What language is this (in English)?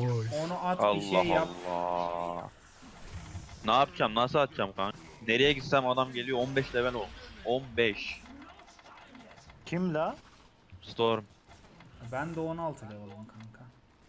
Turkish